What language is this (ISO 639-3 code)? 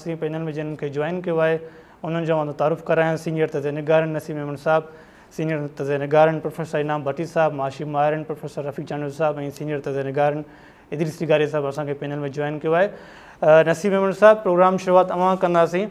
snd